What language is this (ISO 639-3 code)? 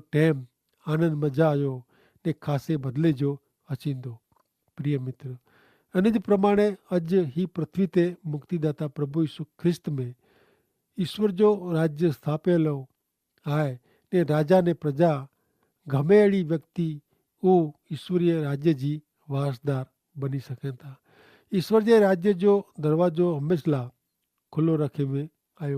kfr